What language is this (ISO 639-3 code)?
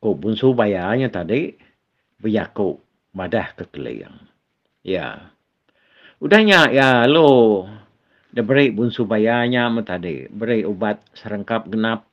iba